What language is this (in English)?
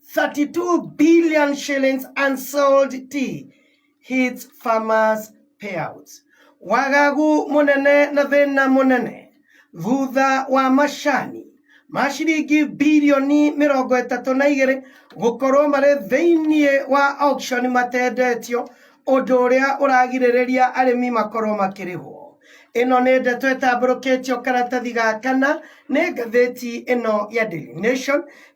Kikuyu